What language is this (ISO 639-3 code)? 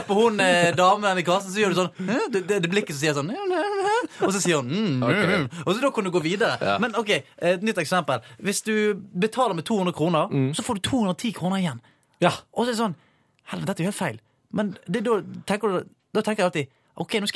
nor